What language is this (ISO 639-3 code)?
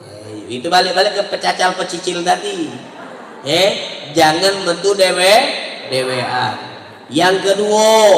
mui